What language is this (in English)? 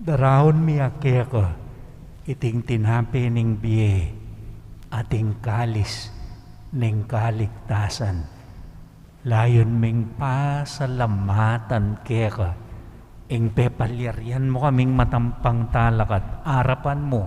Pampanga